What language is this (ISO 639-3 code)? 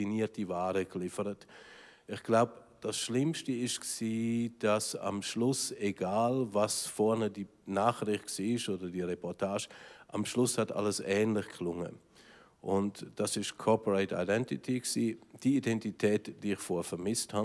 deu